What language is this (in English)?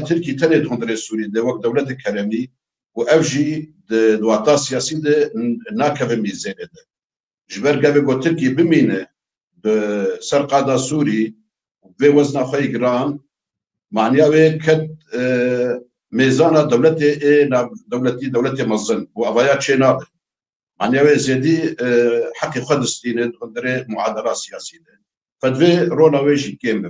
Kurdish